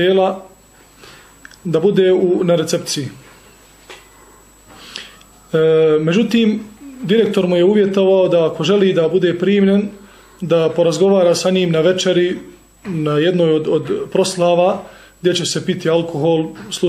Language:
Bosnian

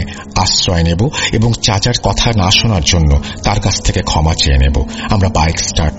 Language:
Bangla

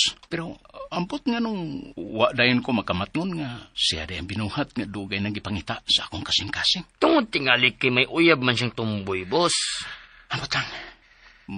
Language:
Cebuano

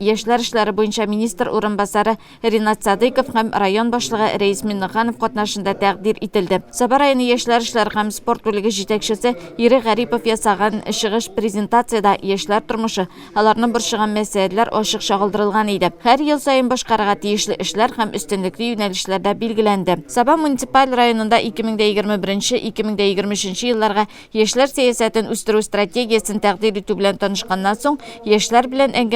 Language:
Tatar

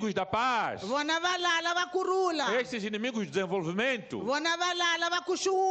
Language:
Tsonga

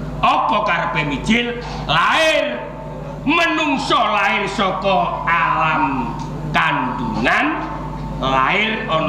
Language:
Javanese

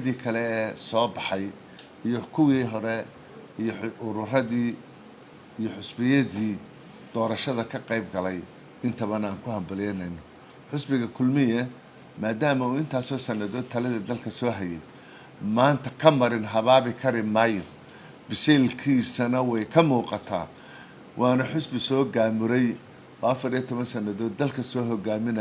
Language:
Somali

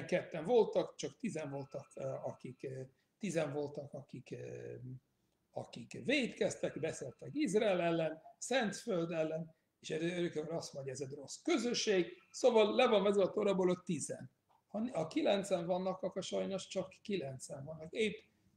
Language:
Hungarian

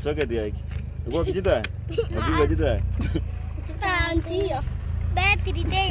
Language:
Gusii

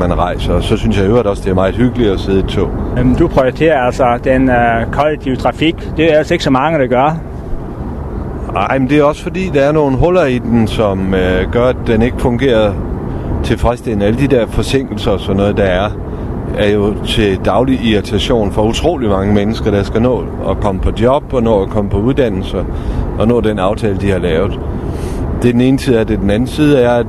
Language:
Danish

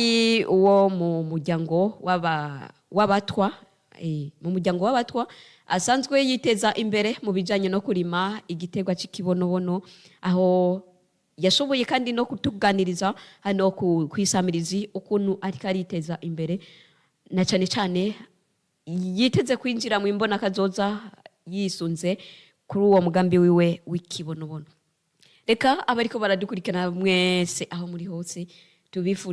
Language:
Rundi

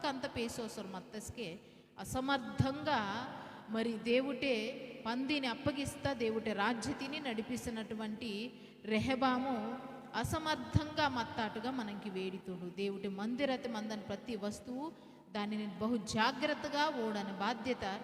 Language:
Koya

